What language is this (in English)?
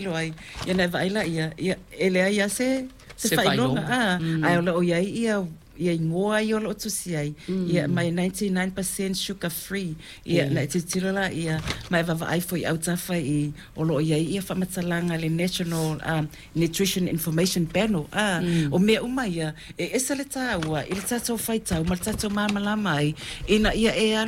Samoan